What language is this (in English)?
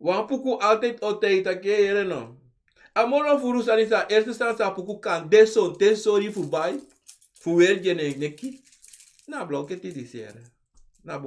Sranan Tongo